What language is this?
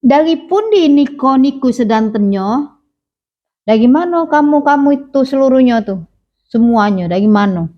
Musi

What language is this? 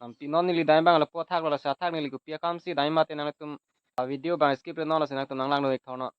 Karbi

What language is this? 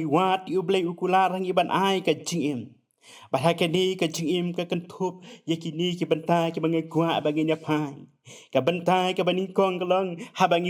Khasi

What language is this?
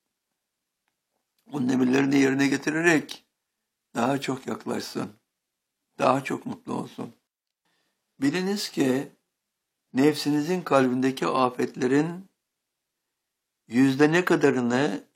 Turkish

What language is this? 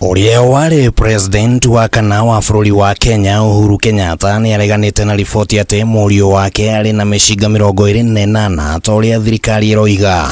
Kikuyu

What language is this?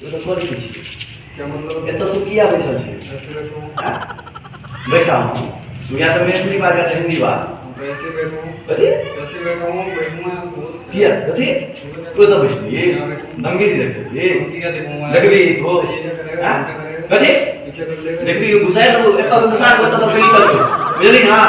Maithili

